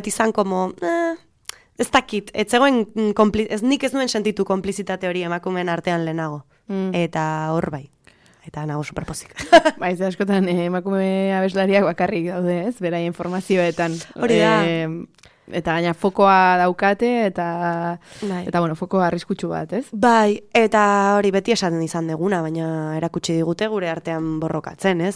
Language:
Basque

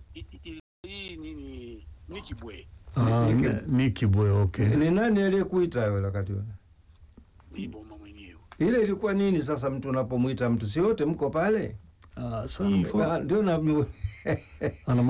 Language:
Swahili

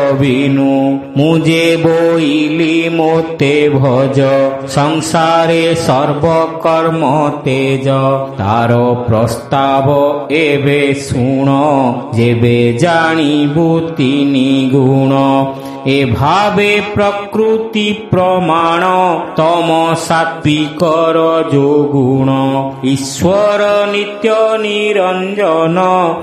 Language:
Odia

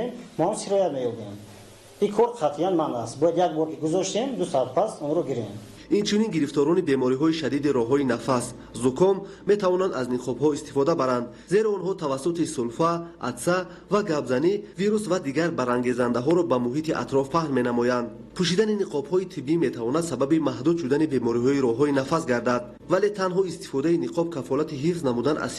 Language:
Tajik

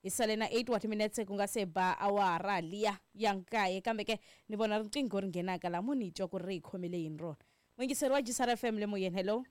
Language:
Tsonga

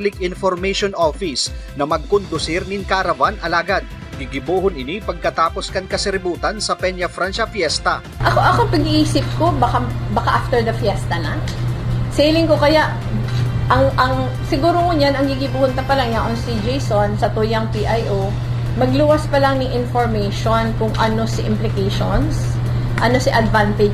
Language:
Bikol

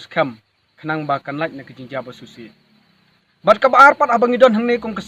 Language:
Khasi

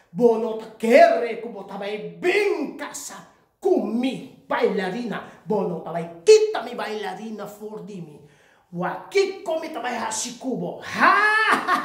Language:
Papiamento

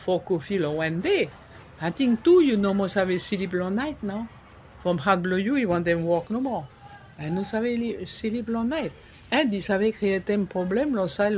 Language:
Bislama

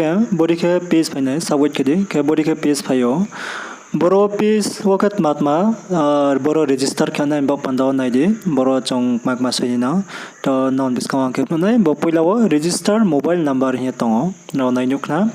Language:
Riang (India)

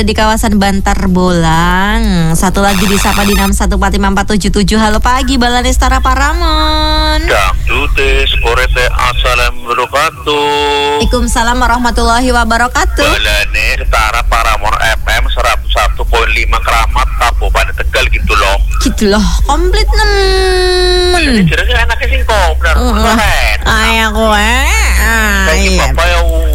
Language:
Indonesian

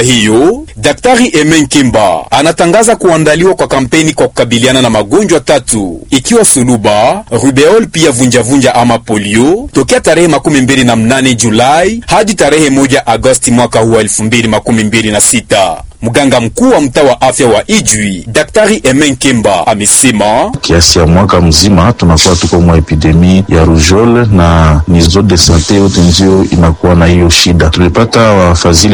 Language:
Swahili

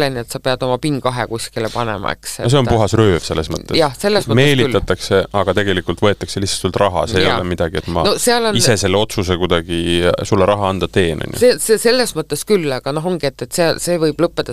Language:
Estonian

